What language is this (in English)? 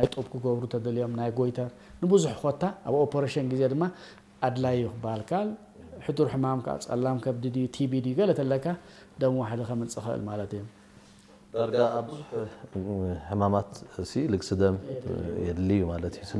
Tigrinya